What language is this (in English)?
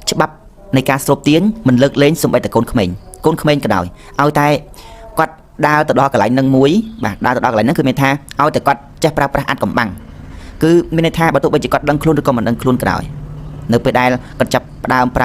Khmer